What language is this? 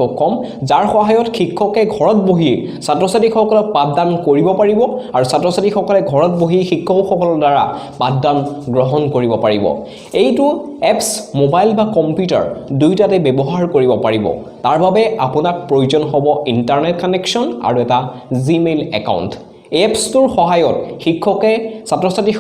Assamese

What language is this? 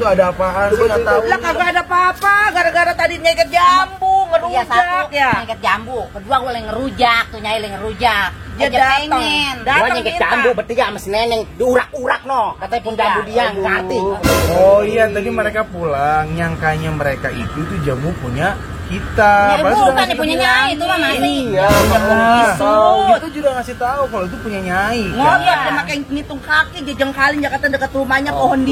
Betawi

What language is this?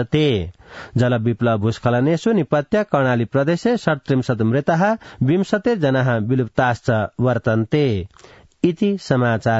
Sanskrit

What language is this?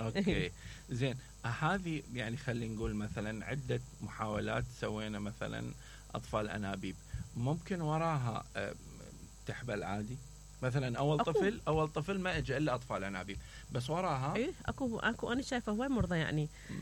Mesopotamian Arabic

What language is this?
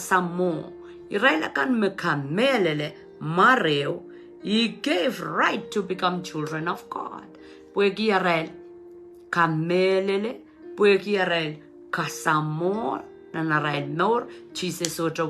Pohnpeian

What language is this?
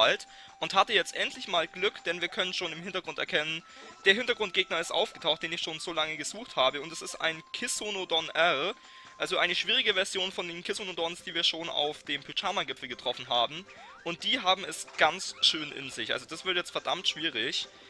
German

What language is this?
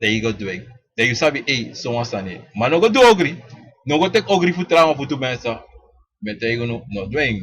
Sranan Tongo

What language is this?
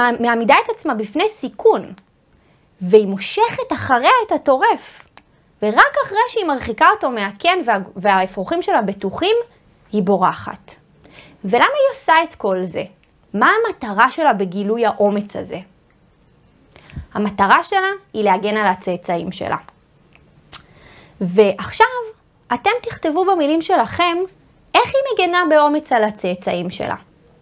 Hebrew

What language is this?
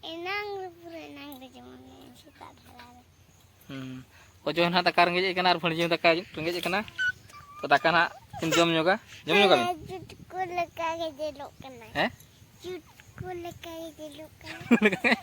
Santali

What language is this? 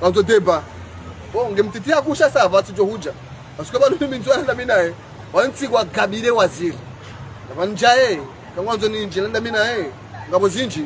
Ngazidja Comorian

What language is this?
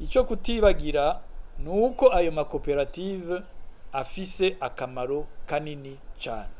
Rundi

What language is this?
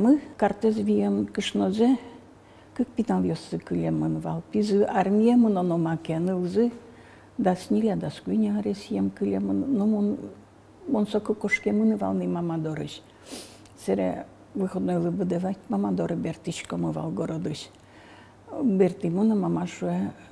Udmurt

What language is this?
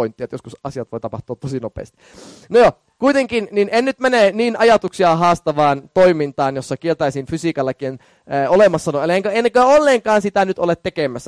Finnish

